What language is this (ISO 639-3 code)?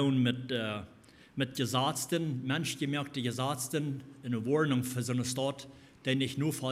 pdt